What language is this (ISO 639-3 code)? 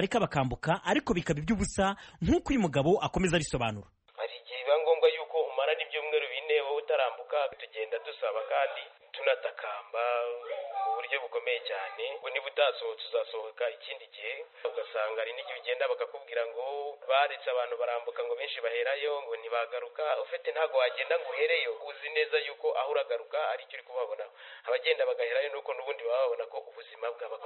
kin